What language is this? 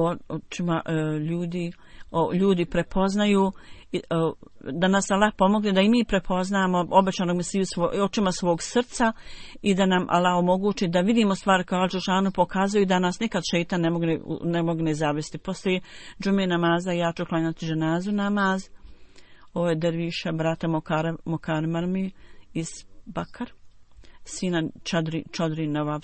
Bosnian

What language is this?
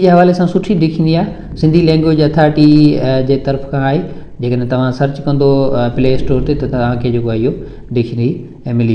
Sindhi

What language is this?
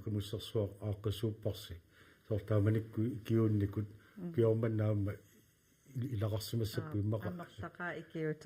Kalaallisut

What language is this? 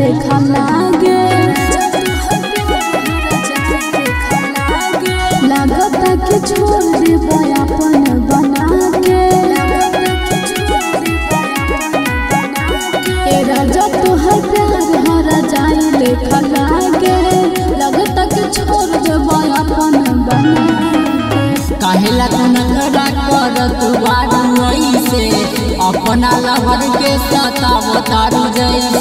Bhojpuri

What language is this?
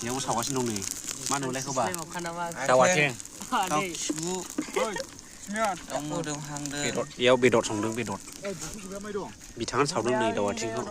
Bodo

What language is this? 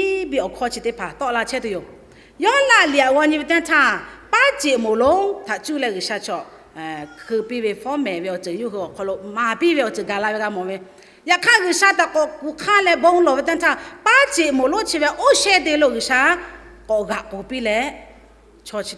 Lahu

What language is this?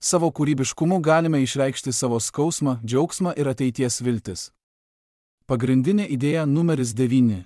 Lithuanian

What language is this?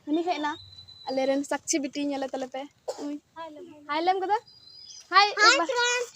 Santali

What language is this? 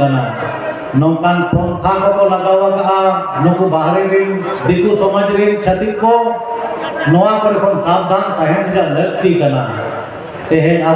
Santali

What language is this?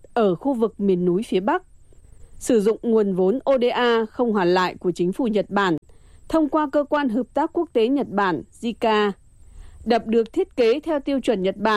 Vietnamese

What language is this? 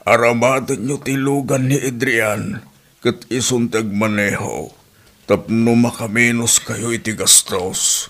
Iloko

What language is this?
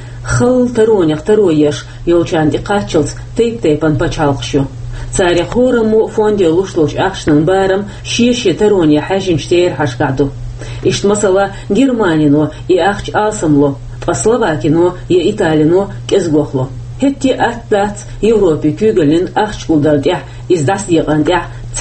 Chechen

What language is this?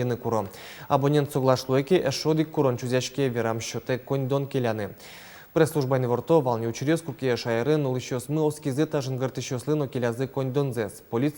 Udmurt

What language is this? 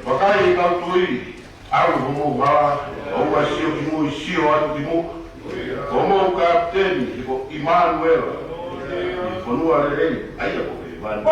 Tongan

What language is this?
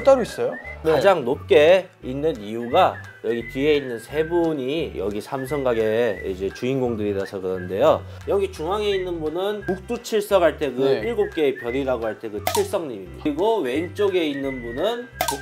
Korean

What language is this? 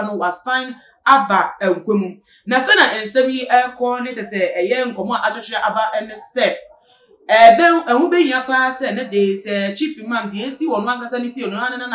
Akan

